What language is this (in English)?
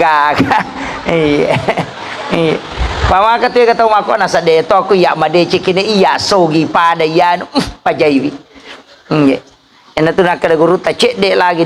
Buginese